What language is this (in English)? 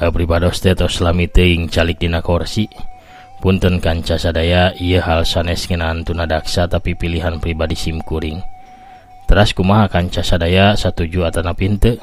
Sundanese